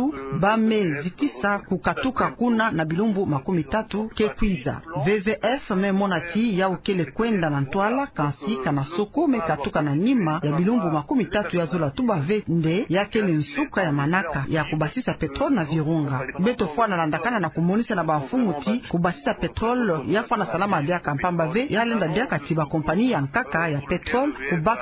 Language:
Kituba (Democratic Republic of Congo)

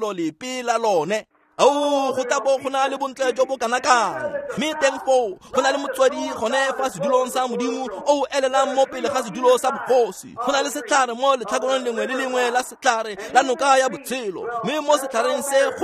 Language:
Tswana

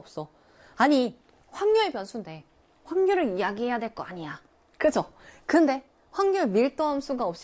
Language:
Korean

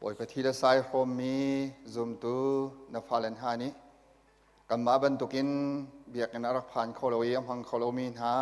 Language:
Hakha Chin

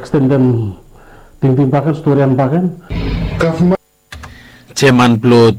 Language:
Bislama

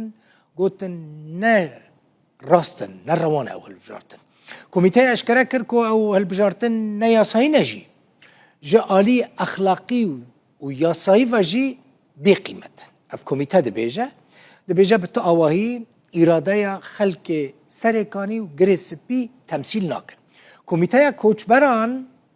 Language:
Kurdish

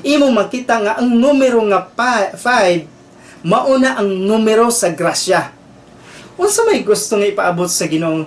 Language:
Cebuano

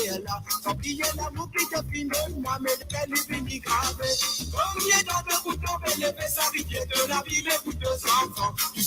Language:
Morisyen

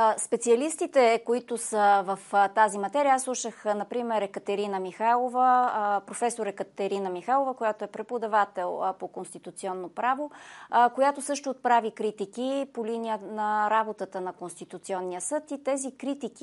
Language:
Bulgarian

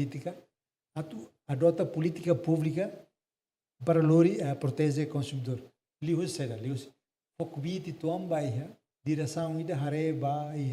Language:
Tetum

